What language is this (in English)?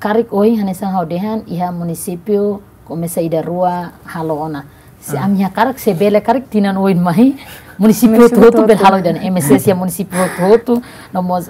Tetum